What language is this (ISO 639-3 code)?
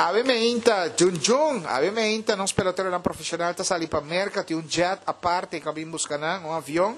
pap